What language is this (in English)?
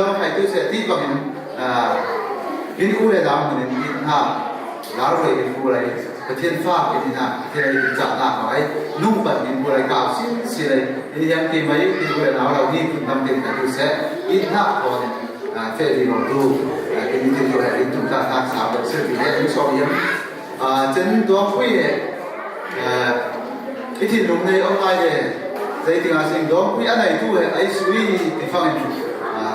Falam Chin